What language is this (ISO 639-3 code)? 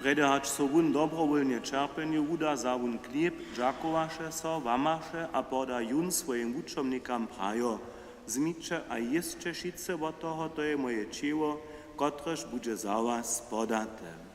hsb